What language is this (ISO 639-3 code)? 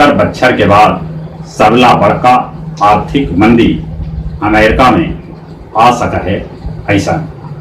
mag